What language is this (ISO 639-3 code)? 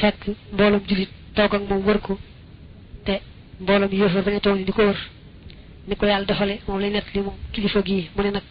wol